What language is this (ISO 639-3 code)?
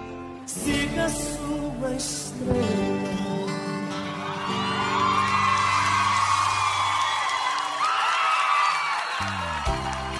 por